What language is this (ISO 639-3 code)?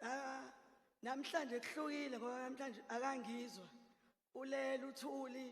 zul